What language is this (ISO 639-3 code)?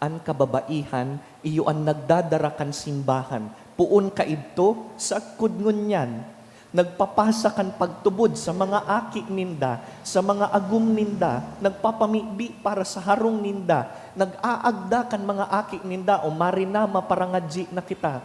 bik